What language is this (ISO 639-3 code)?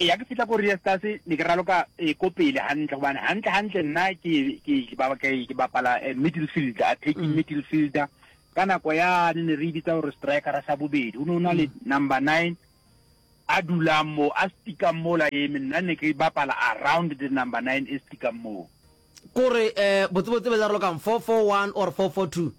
nso